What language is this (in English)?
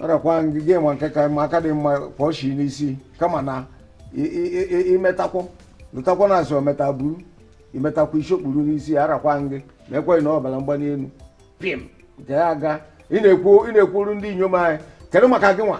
Igbo